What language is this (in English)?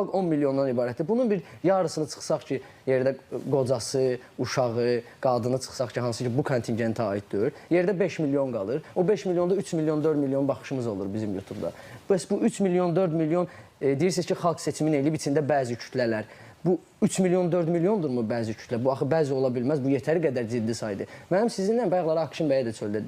Azerbaijani